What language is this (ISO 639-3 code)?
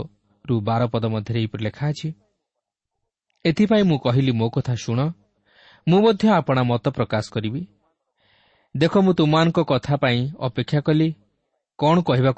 ori